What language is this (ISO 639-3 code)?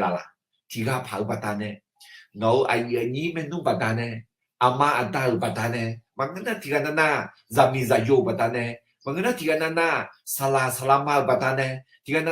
ahk